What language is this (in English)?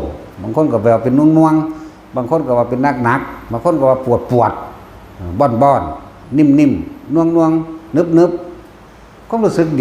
Northeastern Thai